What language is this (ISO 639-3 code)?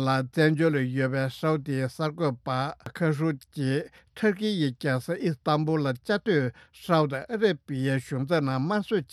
bod